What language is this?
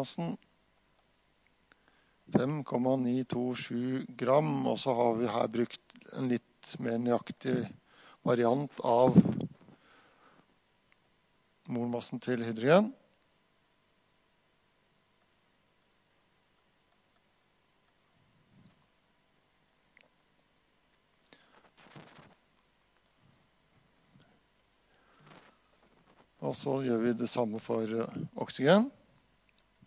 Norwegian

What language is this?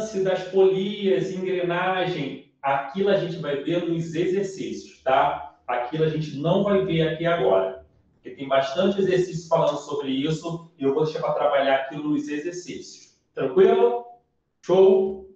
Portuguese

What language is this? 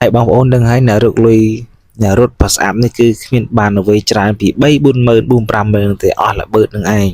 Khmer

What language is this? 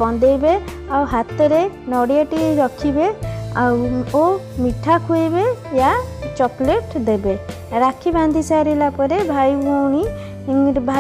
Odia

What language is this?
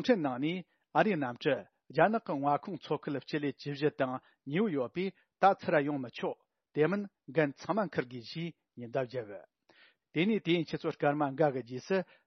Tibetan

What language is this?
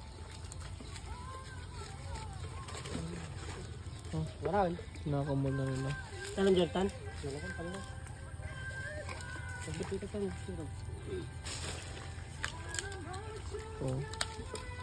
Filipino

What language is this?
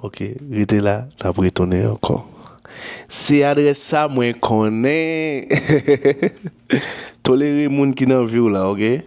Haitian Creole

